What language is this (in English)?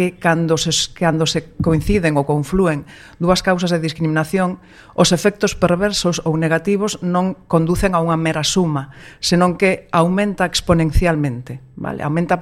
Galician